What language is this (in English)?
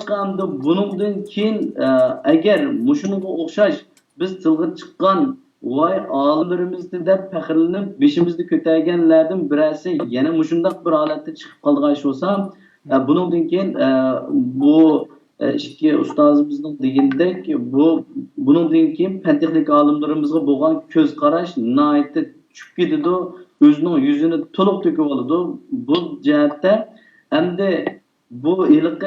Uyghur